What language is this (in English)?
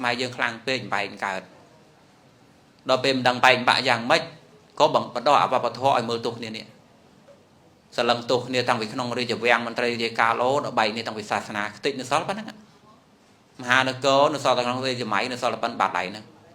Khmer